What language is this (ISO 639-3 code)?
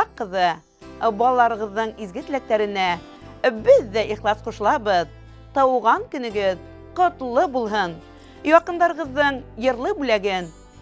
bak